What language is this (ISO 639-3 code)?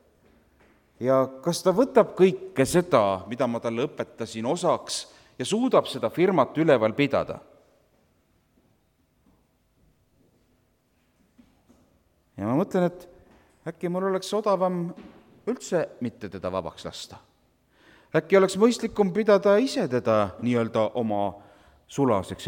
est